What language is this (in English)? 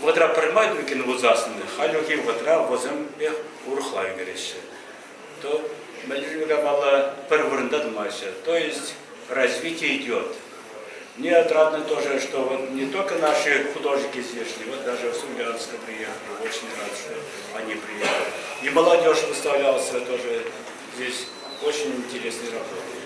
Chuvash